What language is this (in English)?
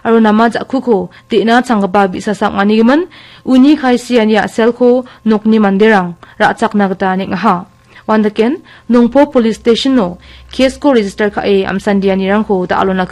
Garo